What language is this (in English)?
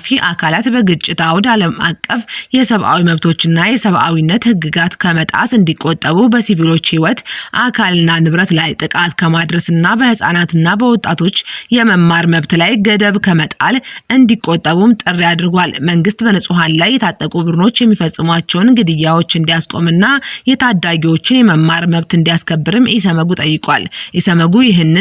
Amharic